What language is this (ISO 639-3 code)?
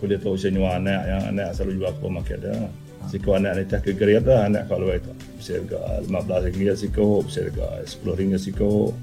iba